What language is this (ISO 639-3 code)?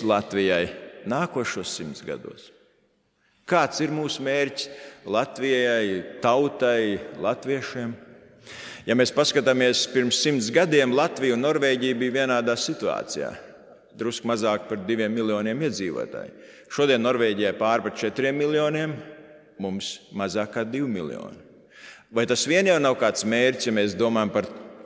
lav